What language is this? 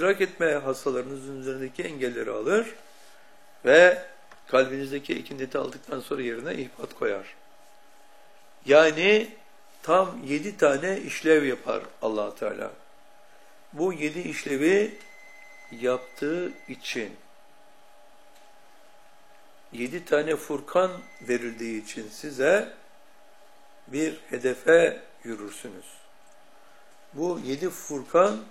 Turkish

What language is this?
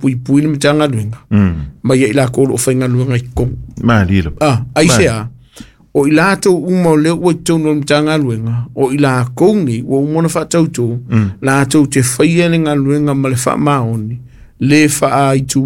Samoan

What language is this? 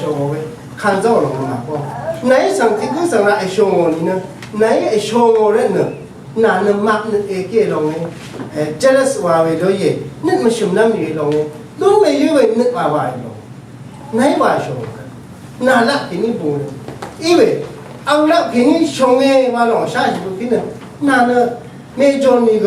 Rawang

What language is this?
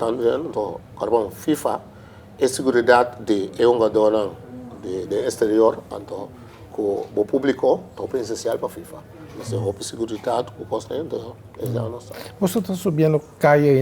Papiamento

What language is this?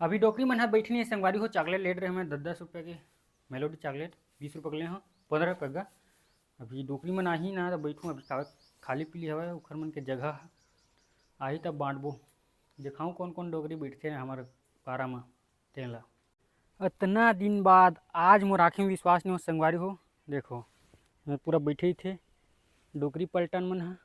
Chhattisgarhi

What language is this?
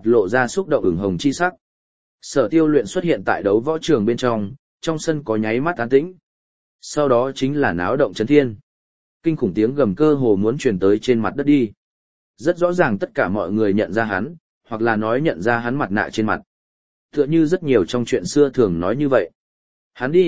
Vietnamese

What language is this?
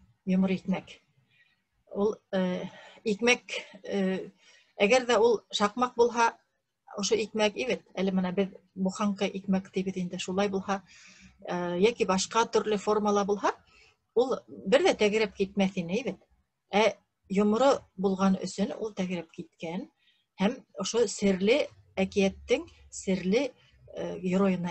Bashkir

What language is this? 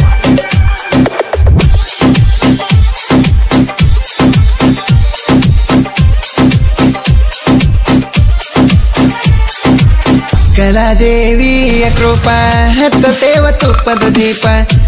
Kannada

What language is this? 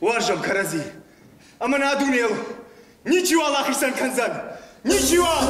Ossetic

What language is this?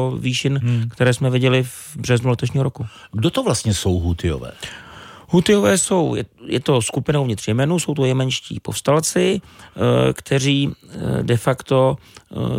Czech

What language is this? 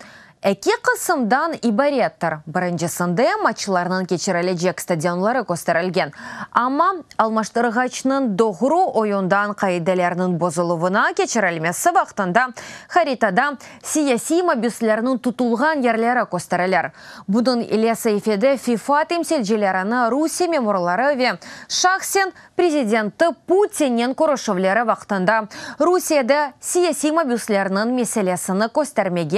Crimean Tatar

